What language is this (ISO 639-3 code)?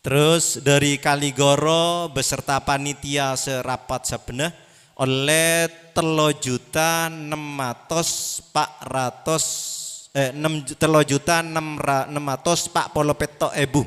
mad